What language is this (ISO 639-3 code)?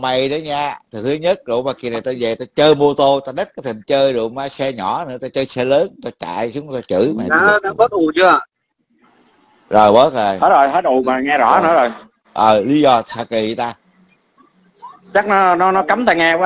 vie